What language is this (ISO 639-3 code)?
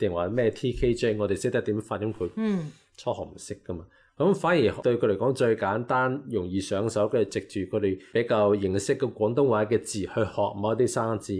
yue